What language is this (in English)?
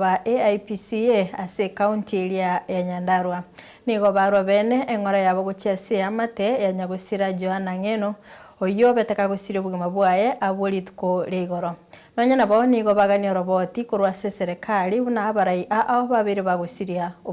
Gusii